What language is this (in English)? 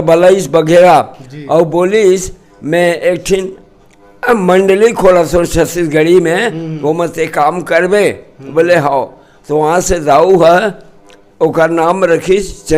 Chhattisgarhi